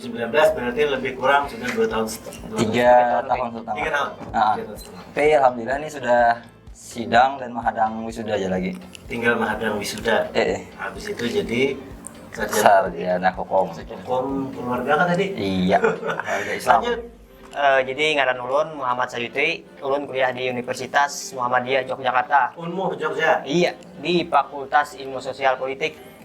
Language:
Banjar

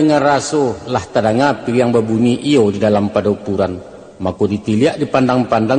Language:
Minangkabau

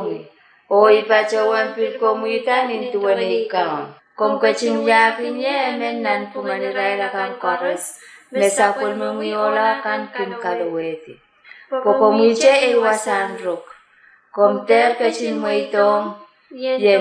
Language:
Pohnpeian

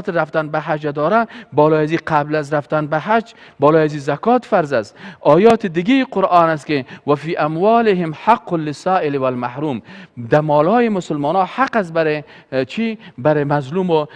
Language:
Persian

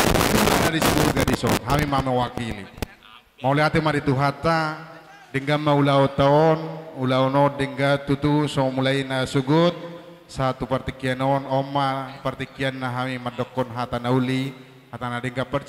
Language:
Batak Toba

